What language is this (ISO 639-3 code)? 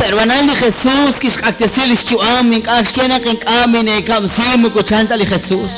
kek